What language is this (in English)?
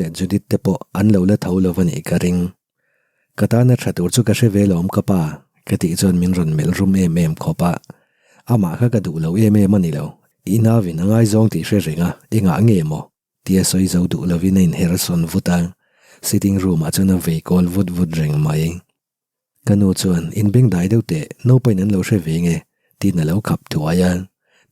Mizo